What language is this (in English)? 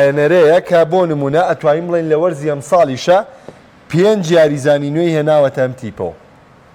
Central Kurdish